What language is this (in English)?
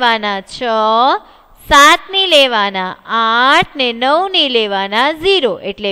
Gujarati